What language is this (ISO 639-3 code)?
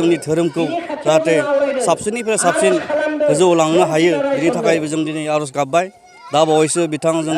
brx